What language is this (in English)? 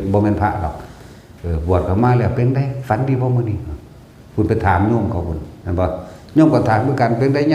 Northeastern Thai